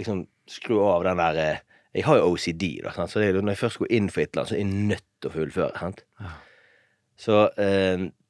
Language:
Norwegian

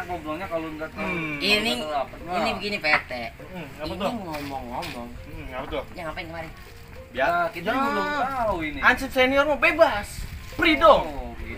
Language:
Betawi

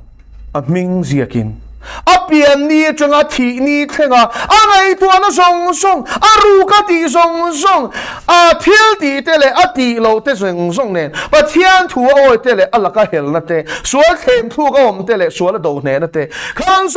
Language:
Mizo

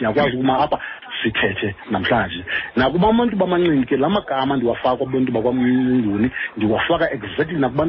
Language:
Xhosa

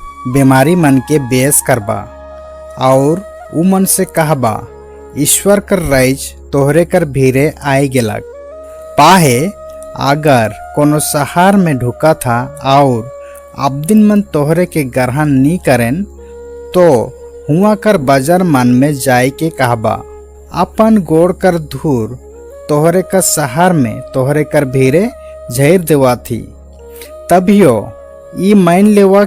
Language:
Sadri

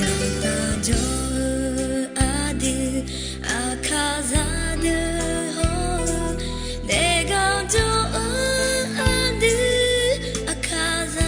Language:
Akha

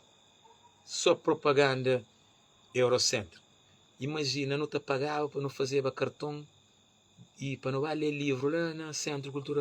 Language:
Kabuverdianu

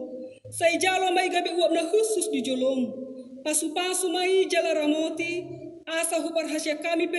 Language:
Batak Toba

